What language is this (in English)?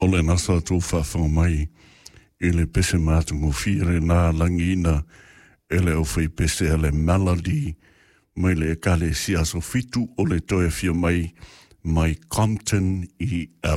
Samoan